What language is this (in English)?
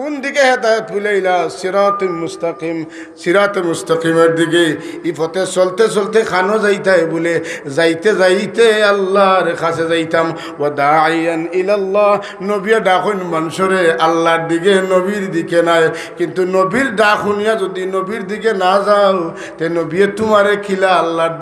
Sylheti